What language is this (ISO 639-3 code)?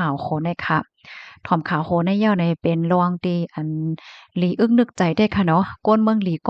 shn